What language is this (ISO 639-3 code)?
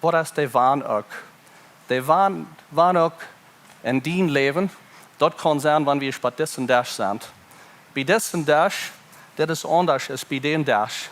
pdt